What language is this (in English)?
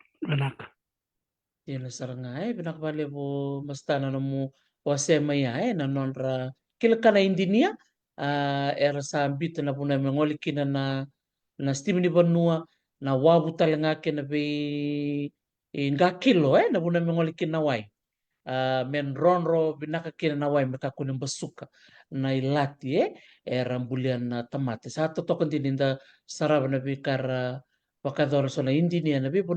Fijian